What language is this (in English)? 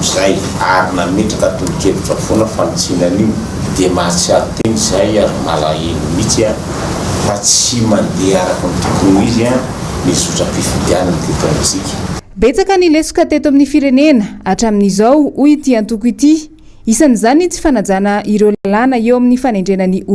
Malagasy